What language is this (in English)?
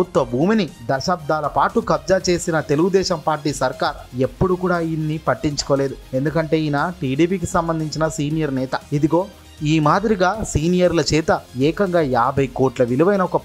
Telugu